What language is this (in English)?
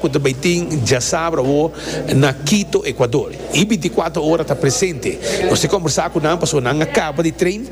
Papiamento